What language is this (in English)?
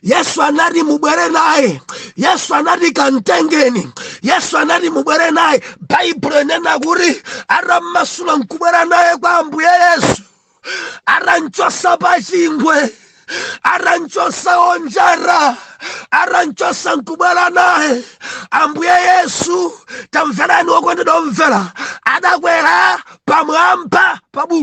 Nyanja